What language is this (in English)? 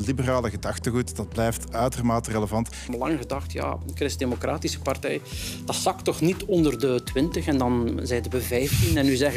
Dutch